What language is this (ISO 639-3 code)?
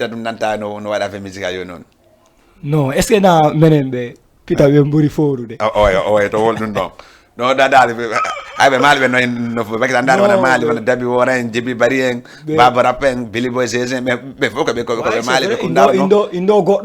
ful